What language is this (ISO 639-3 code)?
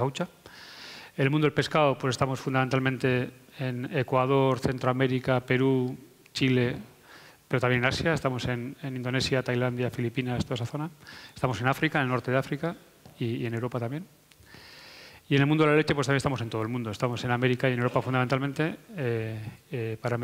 spa